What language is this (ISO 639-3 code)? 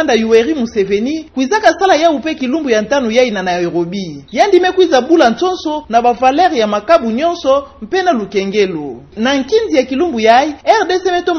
ktu